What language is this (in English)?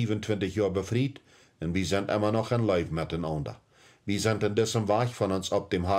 Plautdietsch